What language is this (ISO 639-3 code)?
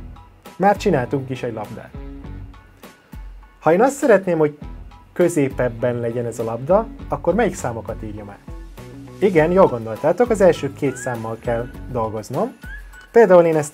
hun